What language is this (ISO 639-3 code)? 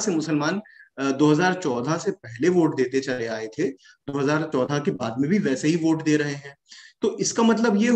hin